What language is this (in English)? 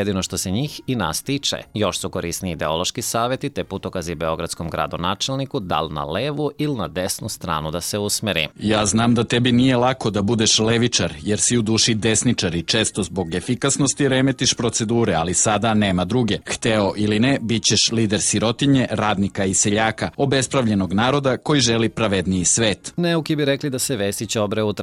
Serbian